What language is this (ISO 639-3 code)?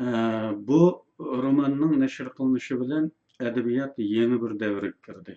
uig